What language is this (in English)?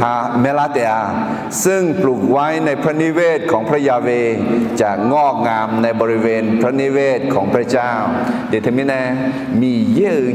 Akha